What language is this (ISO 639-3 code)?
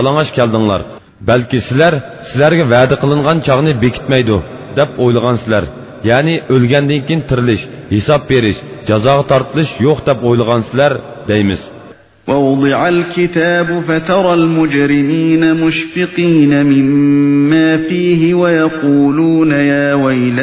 uig